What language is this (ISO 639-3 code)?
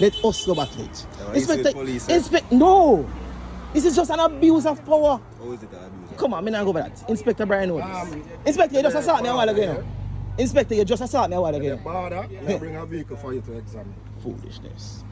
jam